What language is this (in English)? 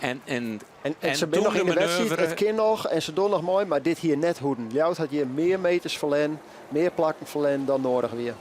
Western Frisian